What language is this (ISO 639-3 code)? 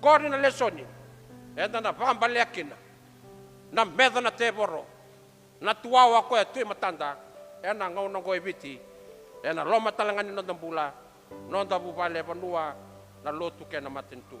fij